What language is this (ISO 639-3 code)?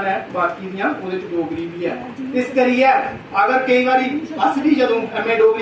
doi